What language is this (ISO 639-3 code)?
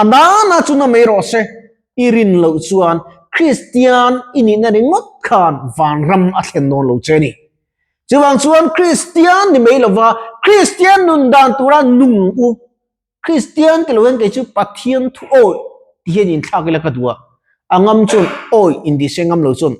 lus